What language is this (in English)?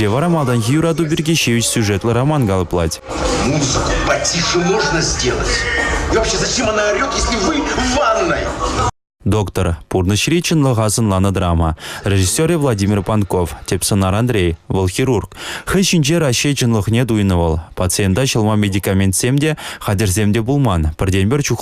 Chuvash